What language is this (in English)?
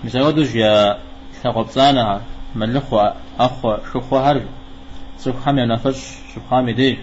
Kabardian